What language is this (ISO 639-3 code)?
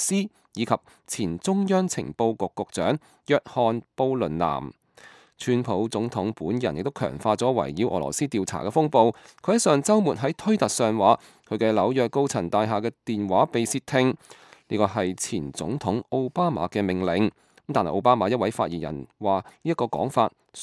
yue